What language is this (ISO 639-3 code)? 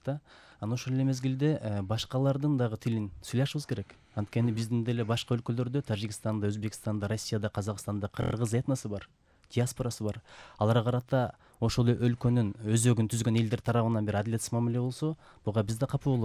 kir